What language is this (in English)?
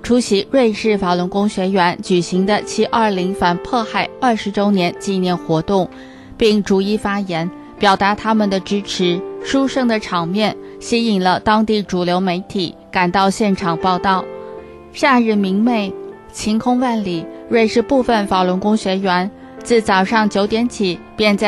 Chinese